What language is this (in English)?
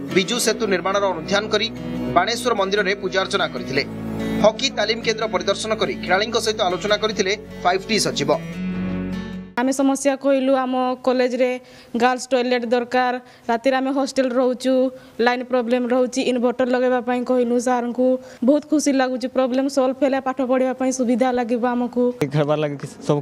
Odia